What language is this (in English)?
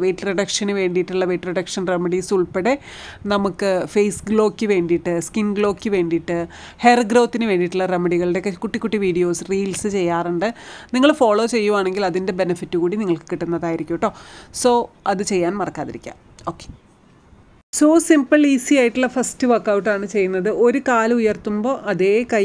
Malayalam